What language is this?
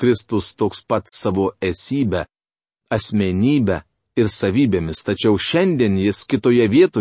Lithuanian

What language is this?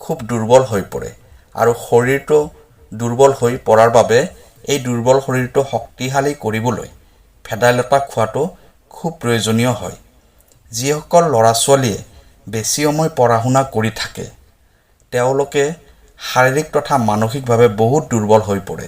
Assamese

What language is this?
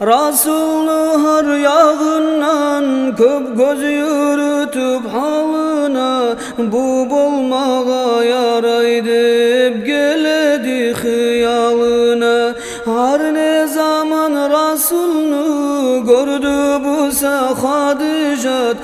Kumyk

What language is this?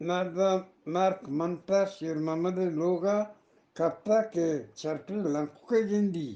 Eastern Balochi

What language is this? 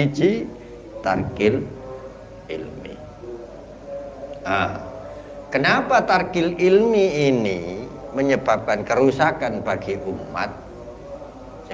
Javanese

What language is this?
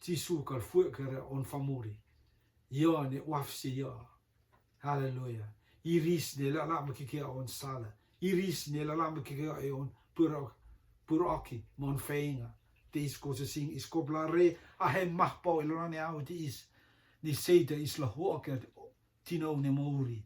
Rotuman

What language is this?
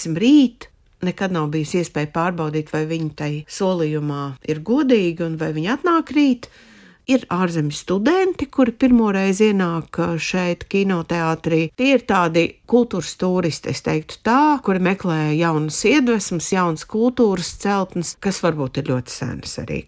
Latvian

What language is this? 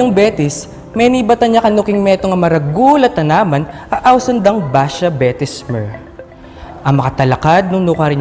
Pampanga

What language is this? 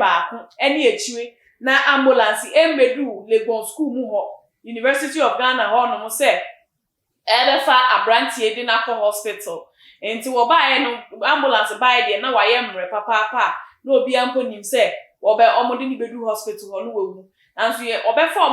Akan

